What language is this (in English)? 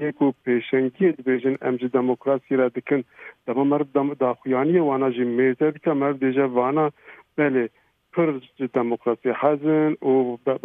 Kurdish